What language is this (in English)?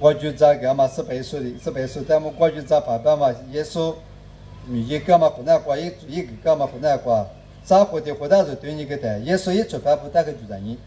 Lisu